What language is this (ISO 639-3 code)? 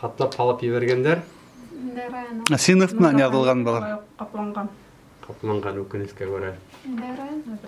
bak